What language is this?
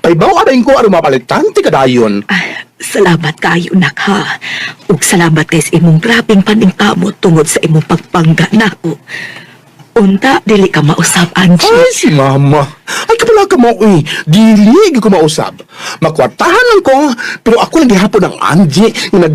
Cebuano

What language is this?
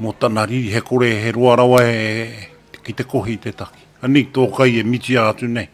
Māori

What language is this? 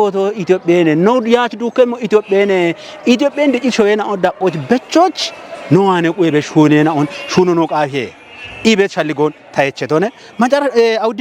Kafa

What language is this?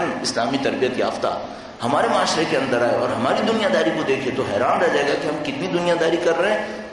Urdu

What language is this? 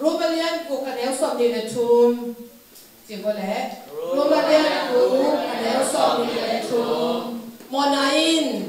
Tedim Chin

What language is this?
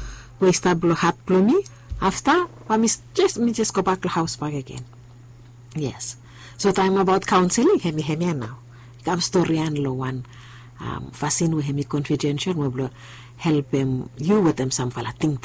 Bislama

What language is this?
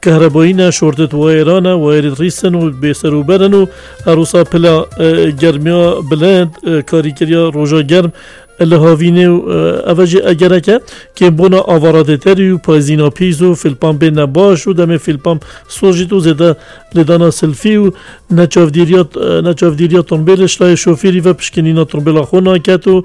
Kurdish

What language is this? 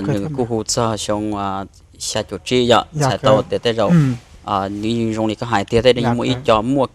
Hmong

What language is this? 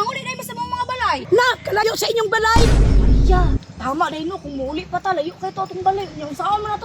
Cebuano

